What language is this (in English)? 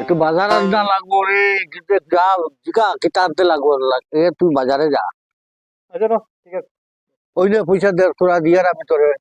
Sylheti